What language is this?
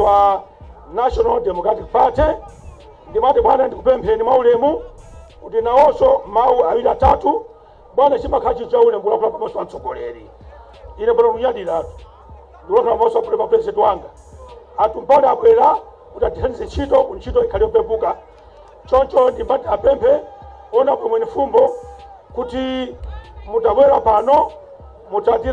Nyanja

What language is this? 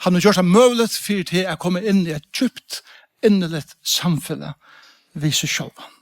Faroese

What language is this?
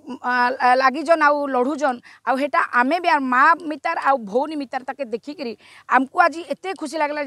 Odia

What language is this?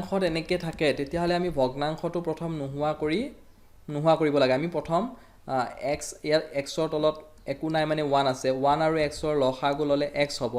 Assamese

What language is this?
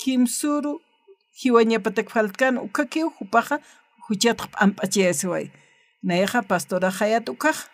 Aymara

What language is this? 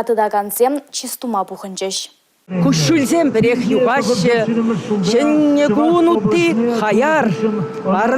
Chuvash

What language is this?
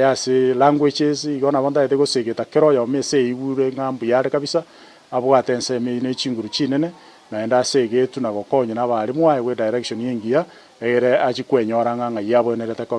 Gusii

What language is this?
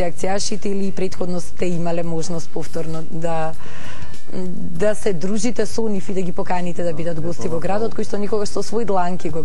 Macedonian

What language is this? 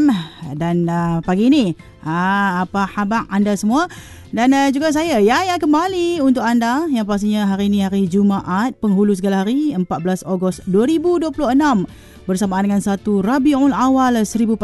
Malay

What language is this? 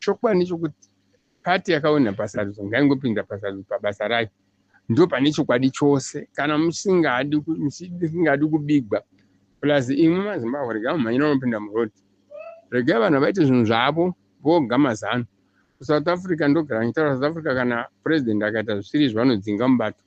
Shona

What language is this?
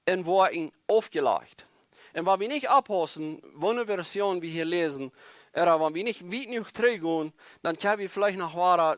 Plautdietsch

